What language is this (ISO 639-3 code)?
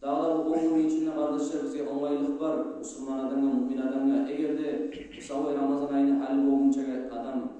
kum